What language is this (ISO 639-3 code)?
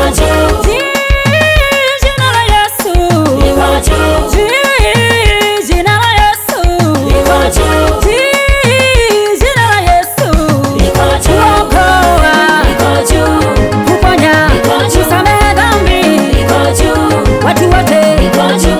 swa